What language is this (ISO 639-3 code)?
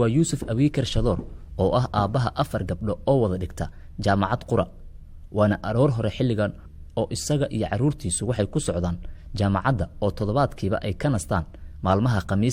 som